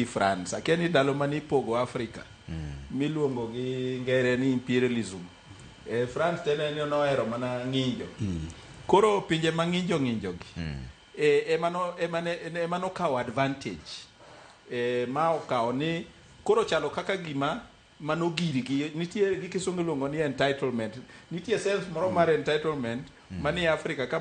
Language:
Luo (Kenya and Tanzania)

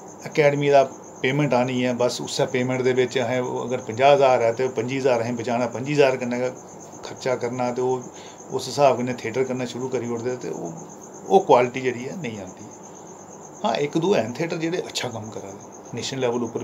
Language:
Dogri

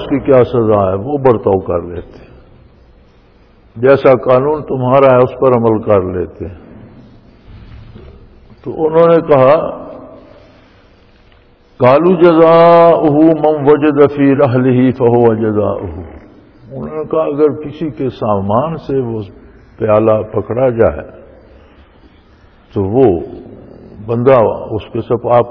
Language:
Urdu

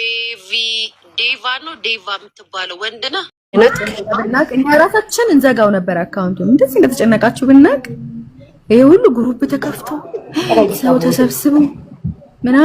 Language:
Amharic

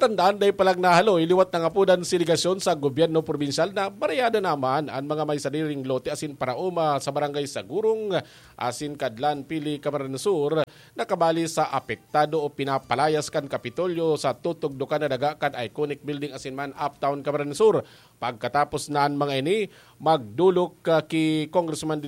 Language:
Bikol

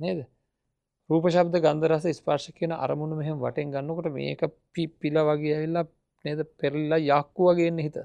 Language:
Sinhala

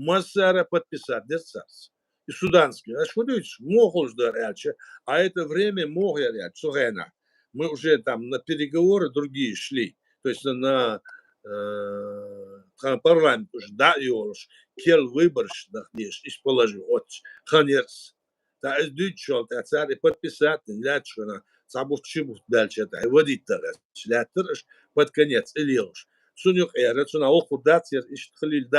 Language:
Chechen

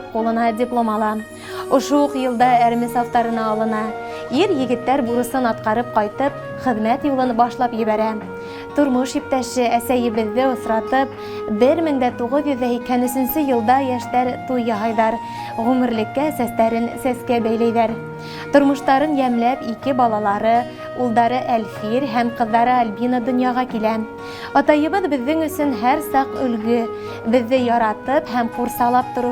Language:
Bashkir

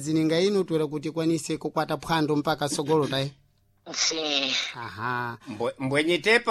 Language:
Sena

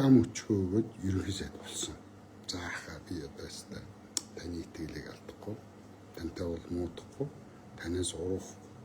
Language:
Mongolian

